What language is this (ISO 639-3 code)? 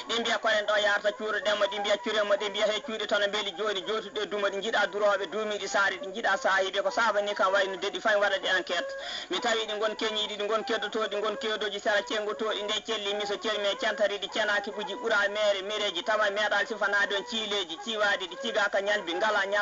ful